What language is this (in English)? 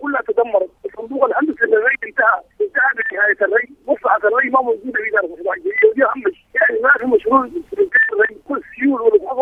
Sudanese Arabic